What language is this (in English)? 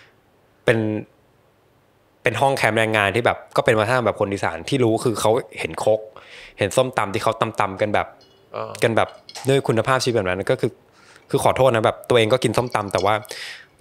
Thai